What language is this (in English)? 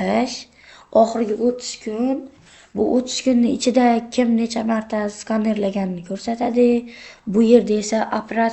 Uzbek